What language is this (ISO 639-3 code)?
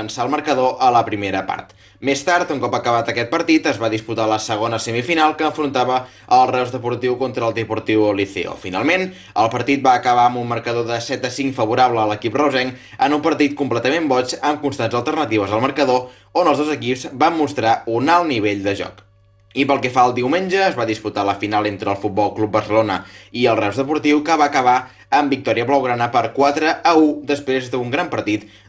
cat